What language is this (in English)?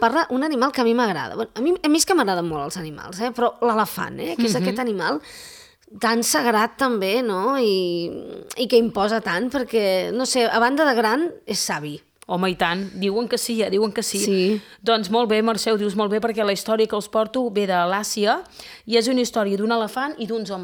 Catalan